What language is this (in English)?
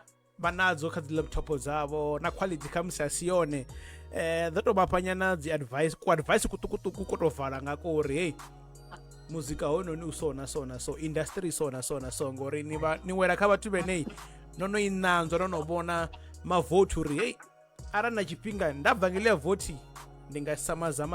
Venda